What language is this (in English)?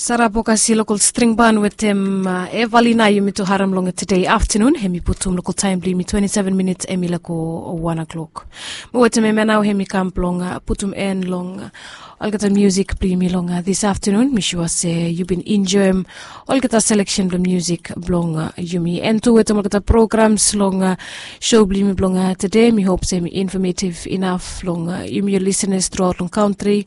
Bislama